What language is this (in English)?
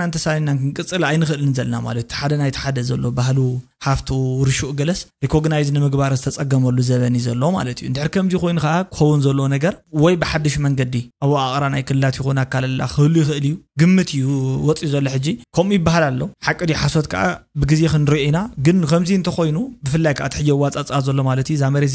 Tigrinya